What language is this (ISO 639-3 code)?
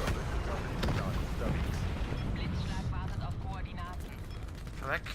gsw